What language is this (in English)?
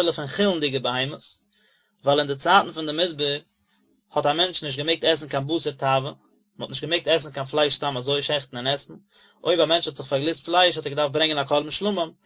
Yiddish